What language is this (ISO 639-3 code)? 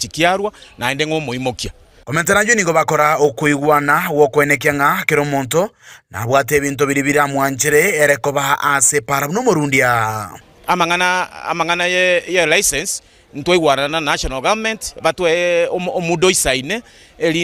guz